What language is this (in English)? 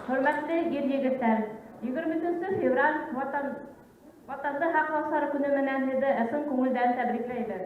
Bashkir